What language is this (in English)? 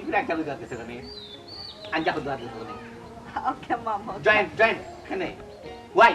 Sylheti